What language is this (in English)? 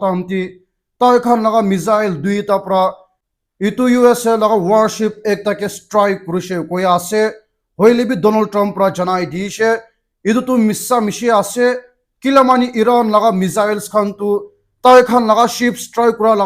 Naga Pidgin